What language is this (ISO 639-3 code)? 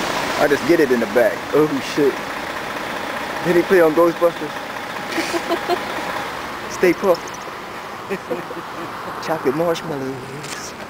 eng